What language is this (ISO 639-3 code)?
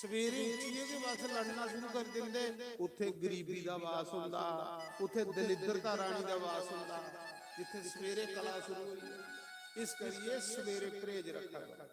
doi